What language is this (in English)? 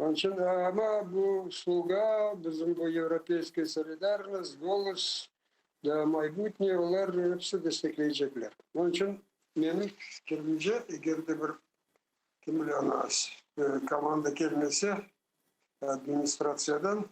Crimean Tatar